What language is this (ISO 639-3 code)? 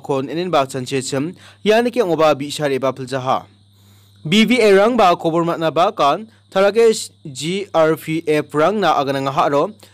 grt